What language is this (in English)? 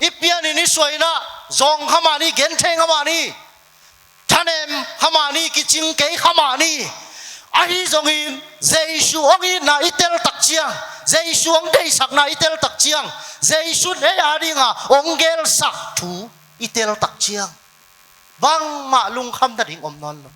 Tedim Chin